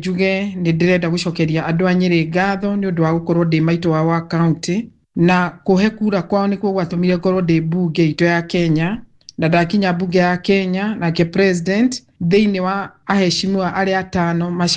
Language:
Kikuyu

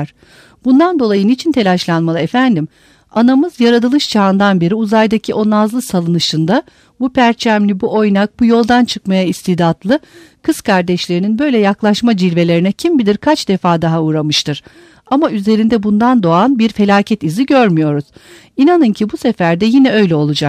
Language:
Turkish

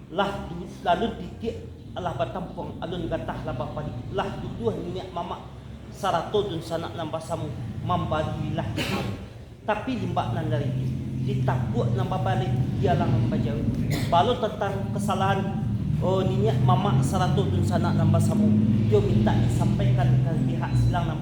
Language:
Minangkabau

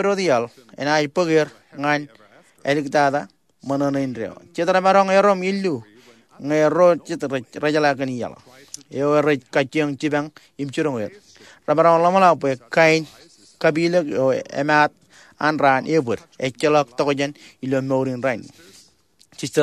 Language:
Marshallese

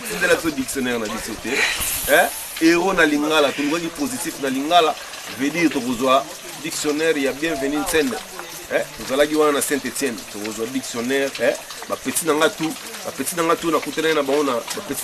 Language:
Lingala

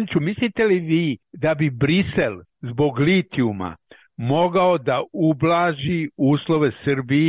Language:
Serbian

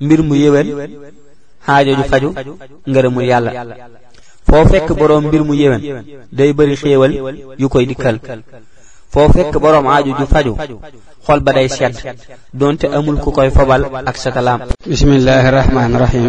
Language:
Wolof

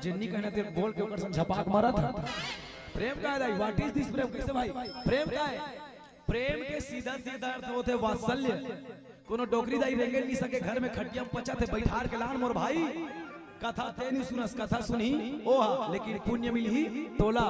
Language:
Chhattisgarhi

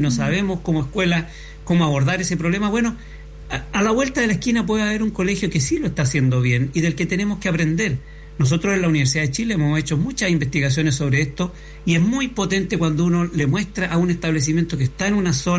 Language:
Spanish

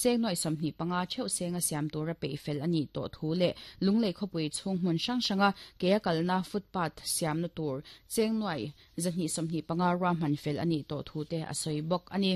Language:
Mizo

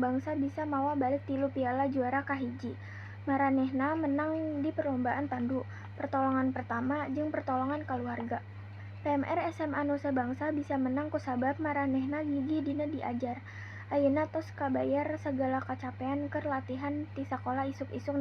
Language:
Sundanese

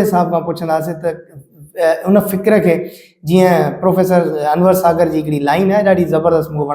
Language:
Sindhi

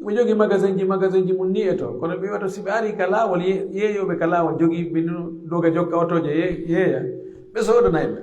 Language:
Pular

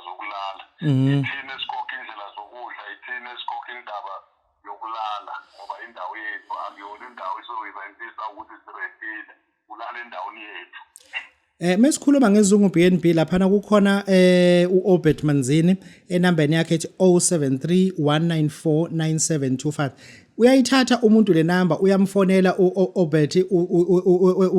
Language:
Zulu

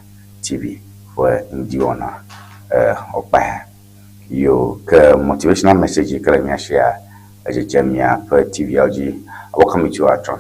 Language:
Ewe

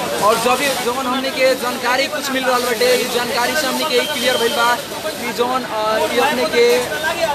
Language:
Bhojpuri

